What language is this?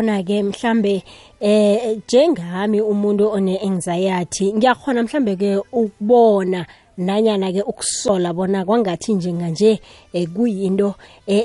South Ndebele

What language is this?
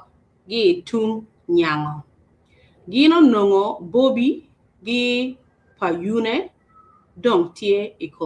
Acoli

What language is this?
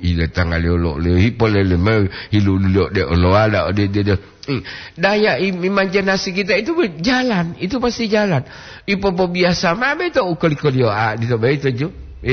Gorontalo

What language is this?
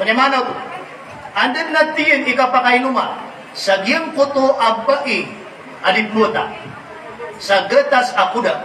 Maranao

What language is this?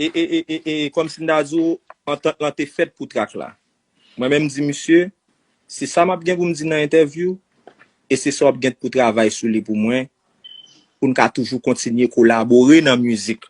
Haitian Creole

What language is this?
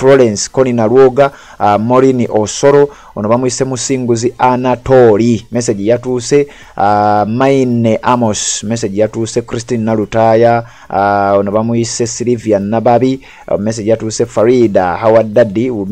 Ganda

